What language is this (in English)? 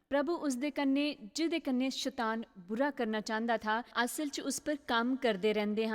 Dogri